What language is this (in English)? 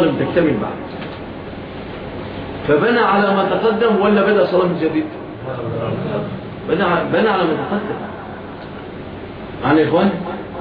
Arabic